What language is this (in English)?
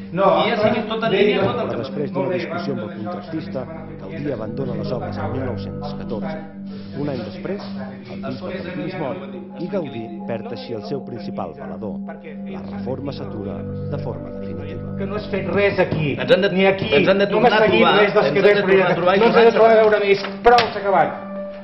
Catalan